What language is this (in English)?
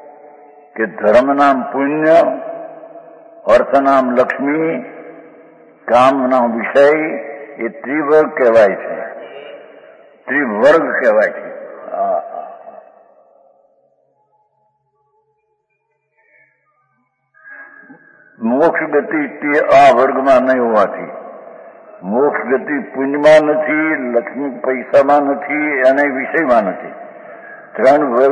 Gujarati